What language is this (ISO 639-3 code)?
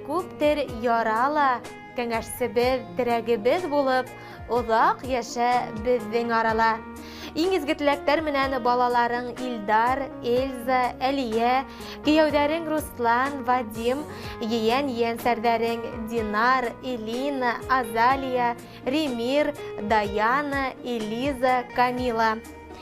bak